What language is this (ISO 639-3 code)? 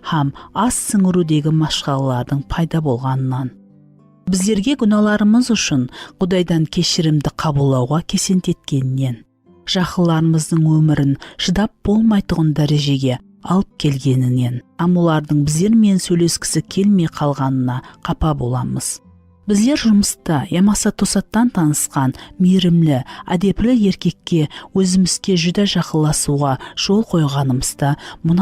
kaa